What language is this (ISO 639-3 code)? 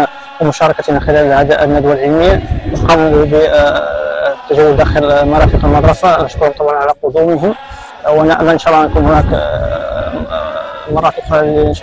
ara